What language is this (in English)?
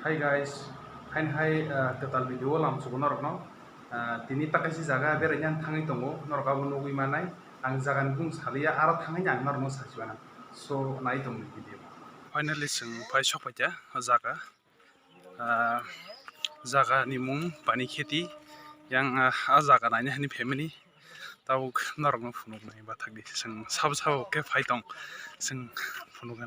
Kok Borok